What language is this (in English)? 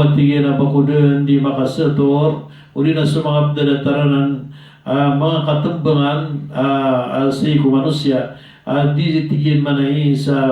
Maranao